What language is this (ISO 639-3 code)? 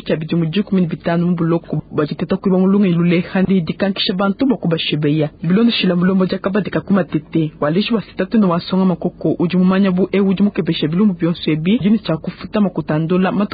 lua